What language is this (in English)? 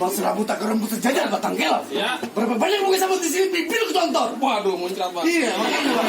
Betawi